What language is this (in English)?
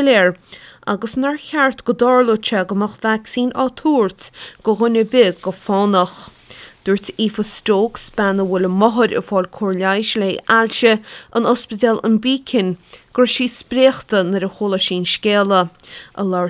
Irish